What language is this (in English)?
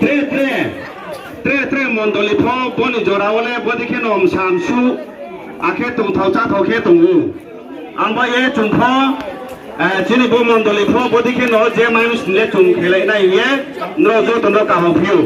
Riang (India)